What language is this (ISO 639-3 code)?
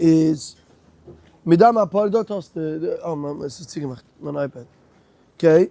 yid